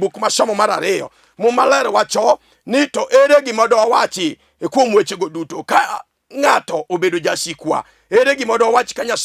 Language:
Luo (Kenya and Tanzania)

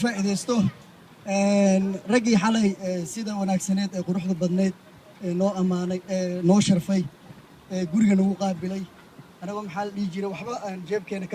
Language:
Somali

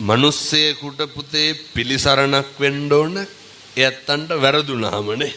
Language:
Sinhala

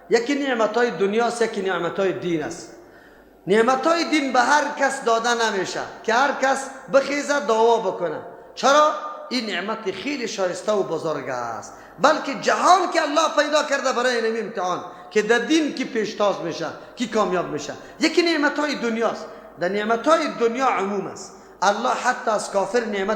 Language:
Persian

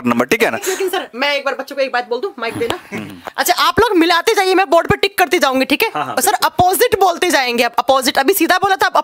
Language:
Hindi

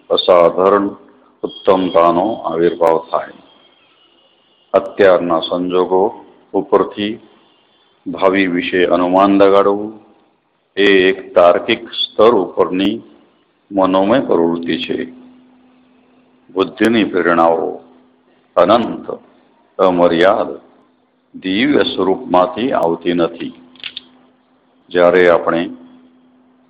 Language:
Gujarati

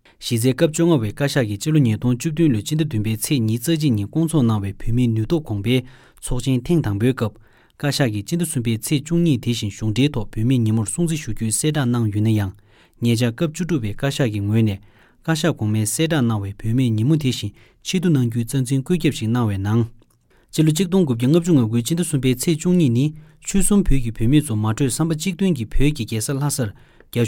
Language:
Tibetan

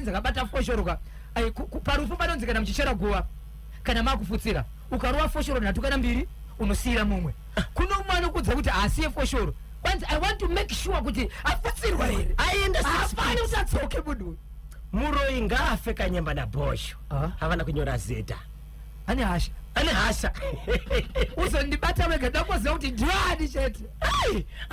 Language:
Shona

